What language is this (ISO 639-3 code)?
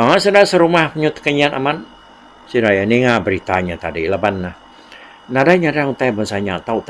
iba